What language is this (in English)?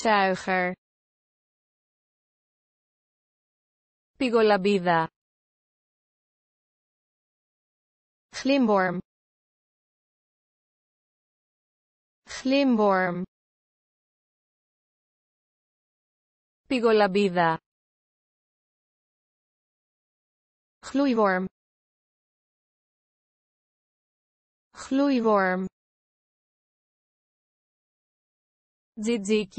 Greek